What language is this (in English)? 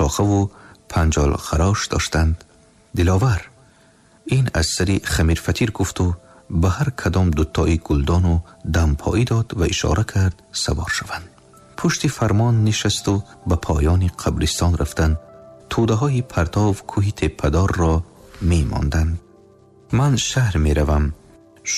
Tajik